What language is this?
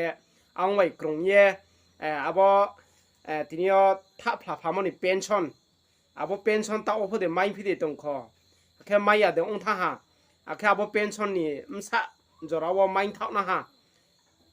Riang (India)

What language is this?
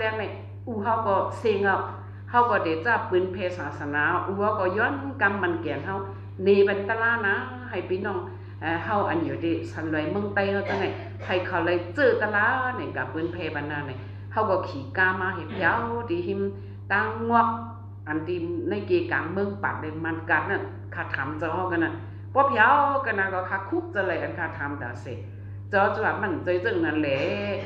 Shan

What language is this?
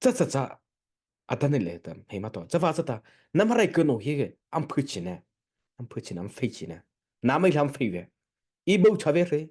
Mara Chin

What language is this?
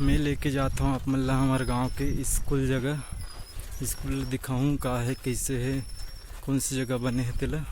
Chhattisgarhi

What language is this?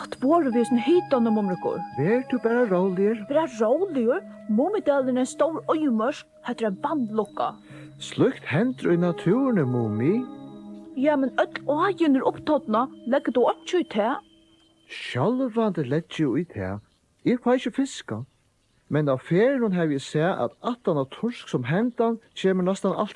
Faroese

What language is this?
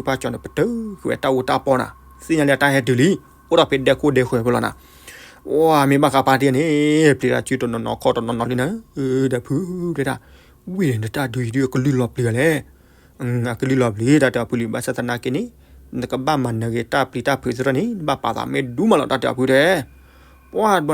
S'gaw Karen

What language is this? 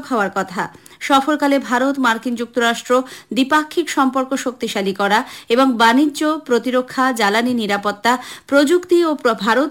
Bangla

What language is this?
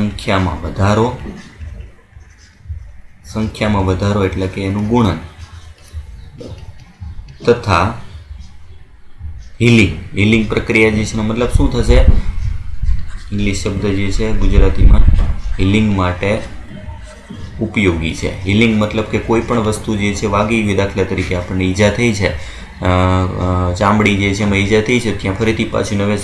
Gujarati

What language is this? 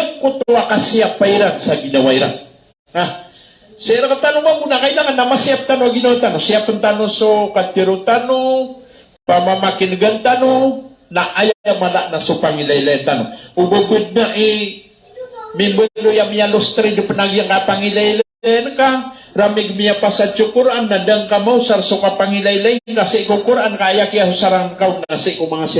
Maranao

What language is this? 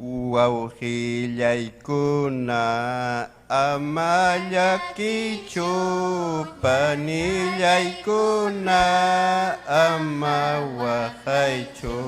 Ayacucho Quechua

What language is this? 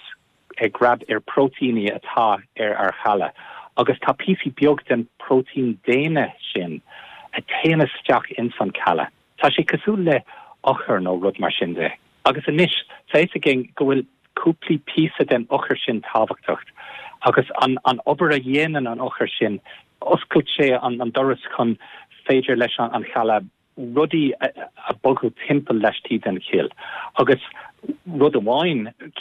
Irish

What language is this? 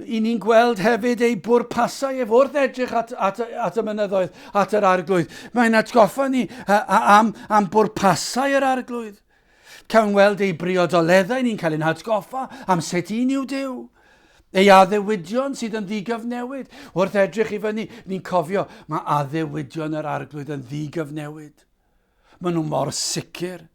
Welsh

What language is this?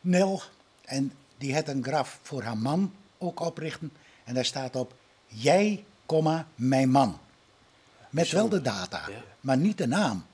Western Frisian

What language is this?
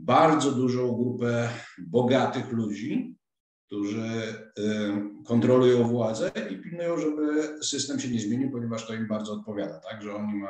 Polish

